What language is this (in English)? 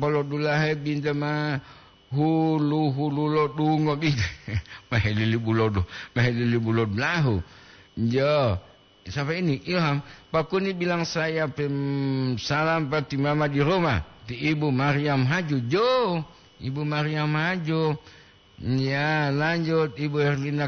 Gorontalo